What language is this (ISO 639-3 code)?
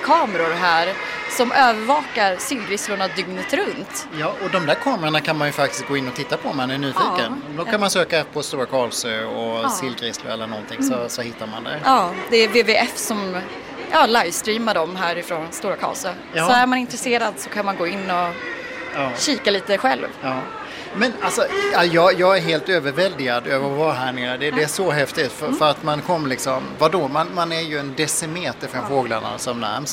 swe